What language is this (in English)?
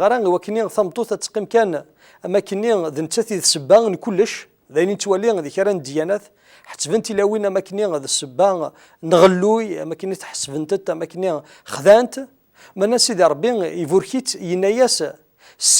Kabyle